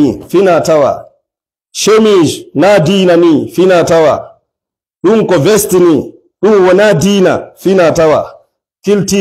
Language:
Fula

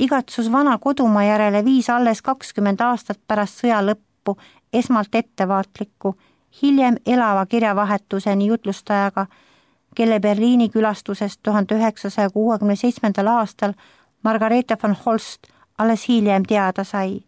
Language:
Estonian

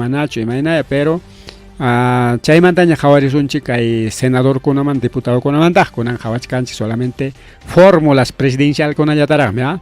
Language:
Ayacucho Quechua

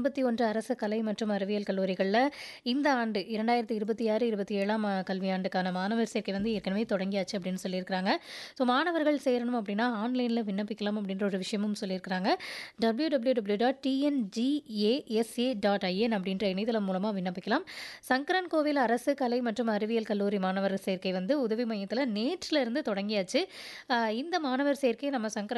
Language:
Tamil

